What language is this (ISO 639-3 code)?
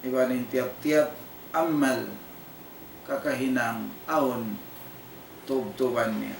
tsg